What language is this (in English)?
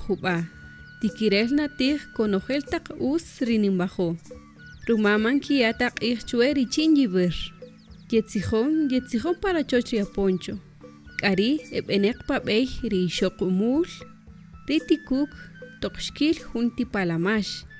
Kaqchikel